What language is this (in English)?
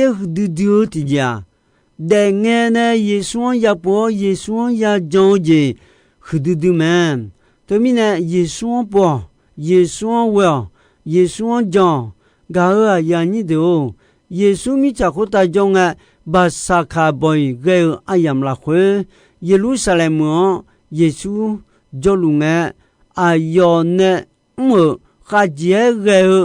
Akha